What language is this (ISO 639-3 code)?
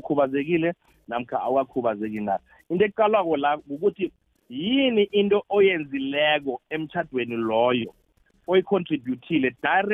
nbl